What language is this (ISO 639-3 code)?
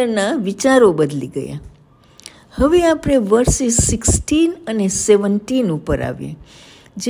guj